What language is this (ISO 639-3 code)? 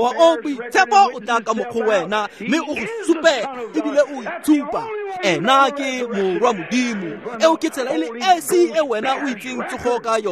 tsn